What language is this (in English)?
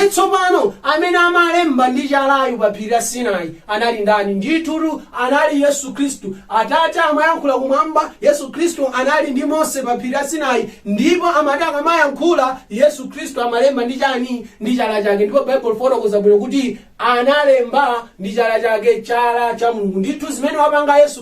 Nyanja